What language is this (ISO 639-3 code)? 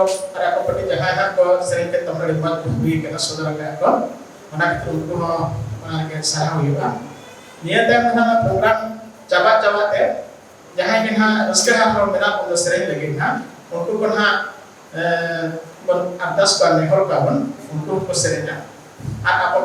sat